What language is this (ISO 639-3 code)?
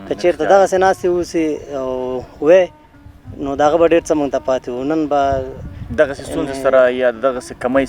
pus